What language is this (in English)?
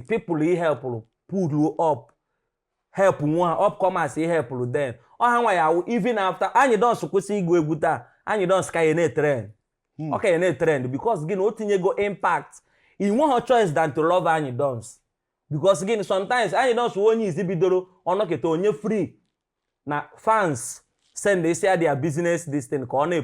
Igbo